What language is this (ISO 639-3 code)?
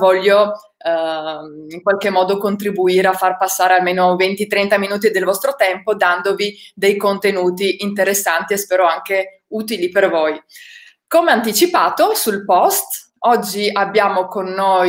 ita